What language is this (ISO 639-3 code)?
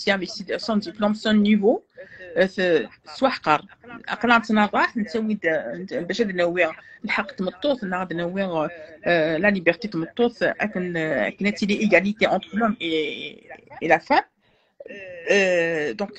kab